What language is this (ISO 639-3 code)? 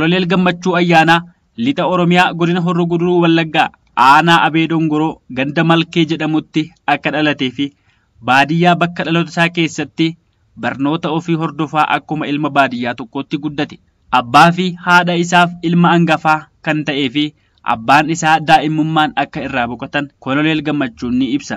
orm